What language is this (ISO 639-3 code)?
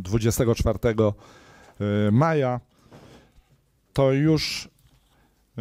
pol